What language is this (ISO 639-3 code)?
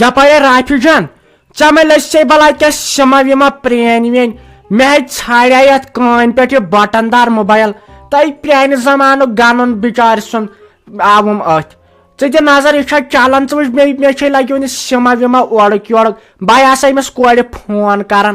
kas